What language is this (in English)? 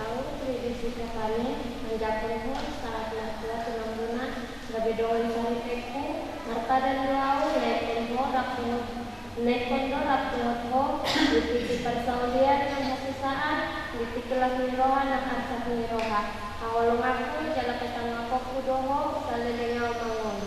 Batak Toba